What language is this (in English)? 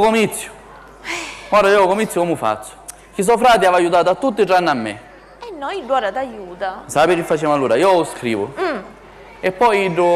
Sicilian